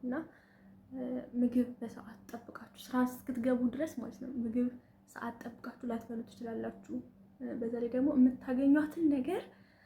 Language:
Amharic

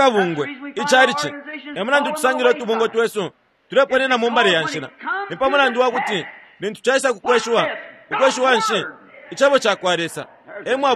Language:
Bemba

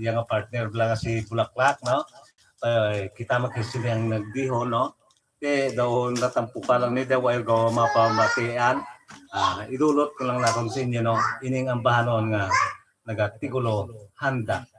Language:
Hiligaynon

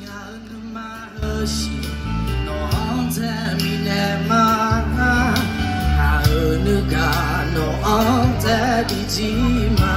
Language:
Akha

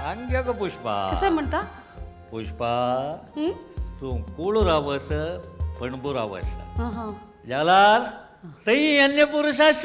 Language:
Konkani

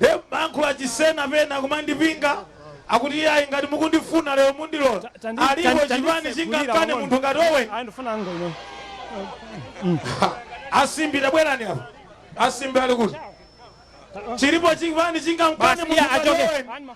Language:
Nyanja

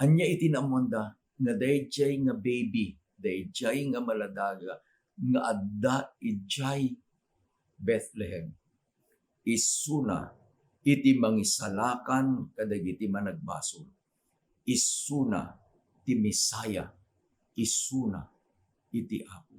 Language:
Iloko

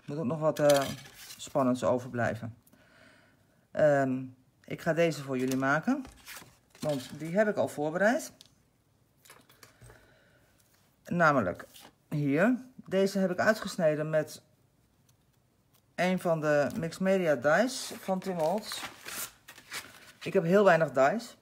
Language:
Dutch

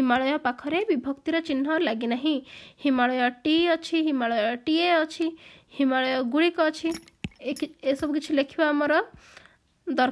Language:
Odia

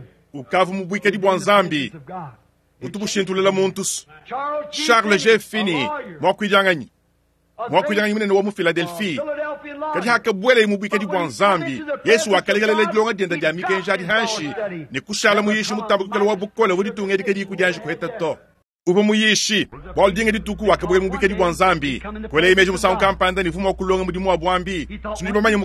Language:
Luba-Lulua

